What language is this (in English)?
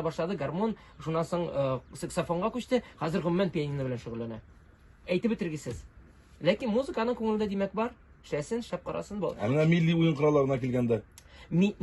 Tatar